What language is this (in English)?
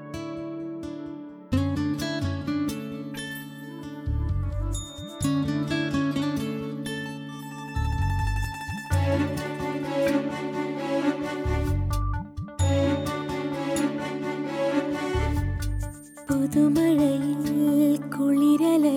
Malayalam